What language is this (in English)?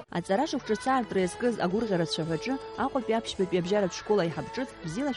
Abkhazian